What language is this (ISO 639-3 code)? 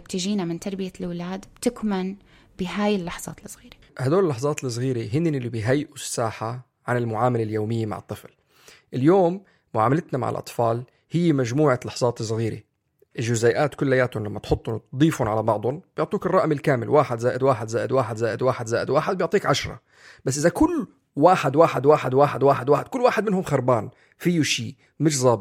apc